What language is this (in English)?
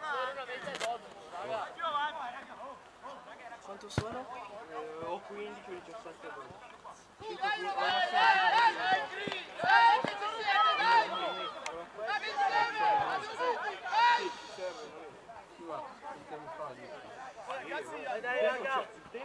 Italian